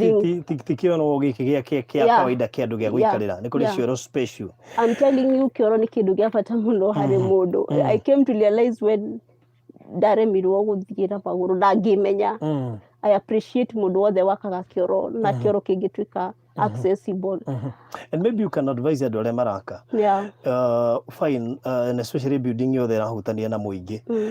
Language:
Kikuyu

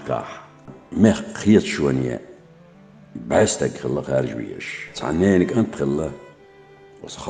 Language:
Chechen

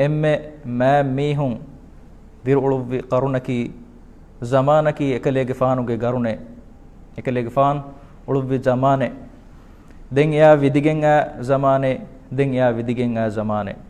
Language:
Divehi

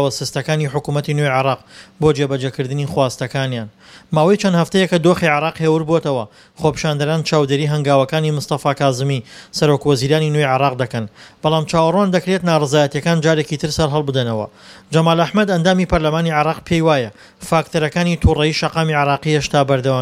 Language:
Central Kurdish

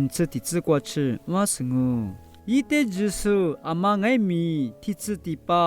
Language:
Lisu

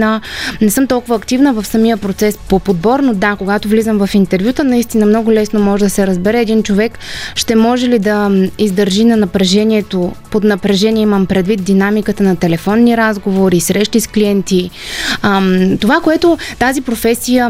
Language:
Bulgarian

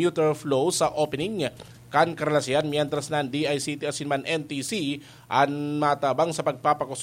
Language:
Bikol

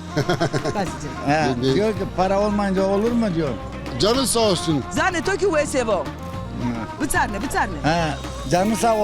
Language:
Zaza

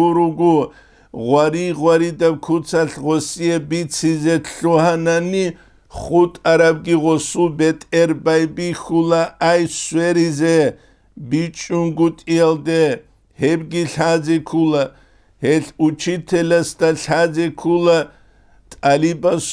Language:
Avaric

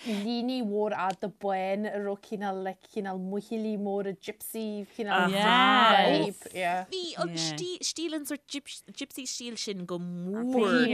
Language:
Irish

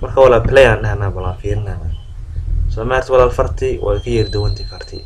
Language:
Somali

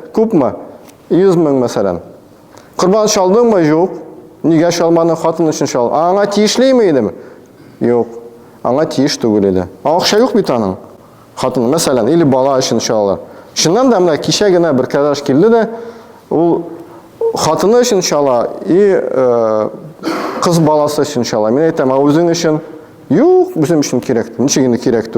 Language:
Tatar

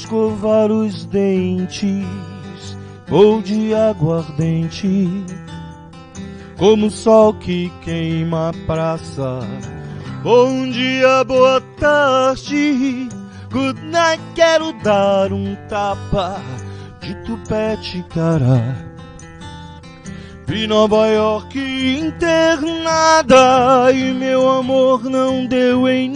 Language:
Portuguese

